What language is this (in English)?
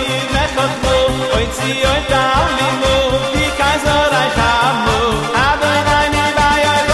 Hebrew